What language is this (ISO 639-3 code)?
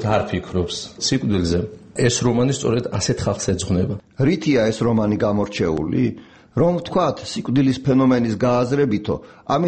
kat